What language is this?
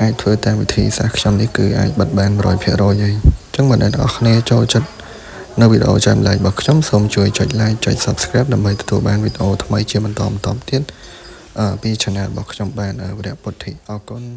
Khmer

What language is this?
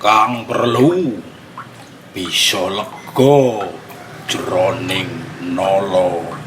Javanese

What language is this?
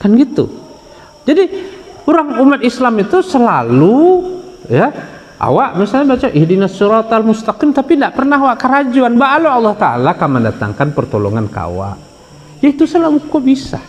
Minangkabau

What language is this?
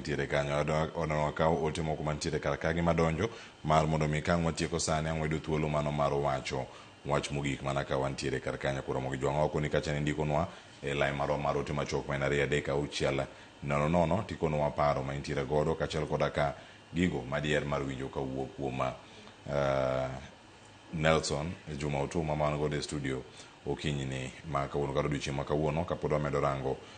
Luo (Kenya and Tanzania)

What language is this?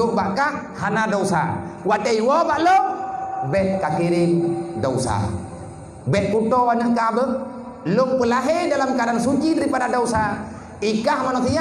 Achinese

